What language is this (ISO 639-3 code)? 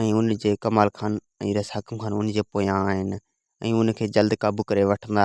snd